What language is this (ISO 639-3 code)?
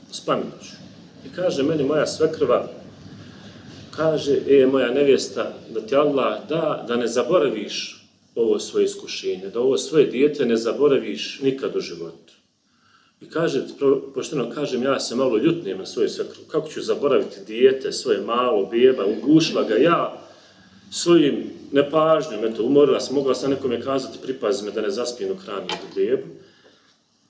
bos